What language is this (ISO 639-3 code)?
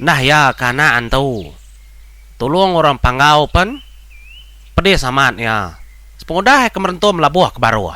iba